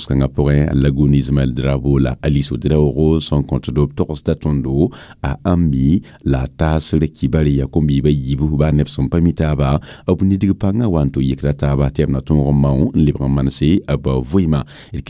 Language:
Mossi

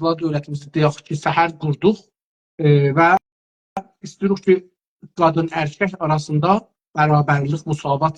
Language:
South Azerbaijani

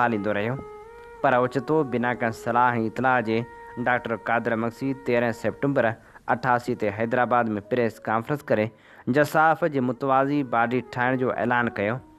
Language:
Sindhi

